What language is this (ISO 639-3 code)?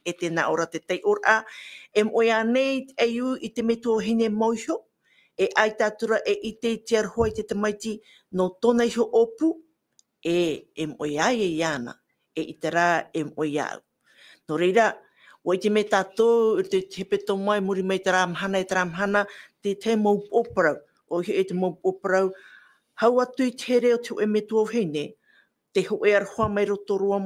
tah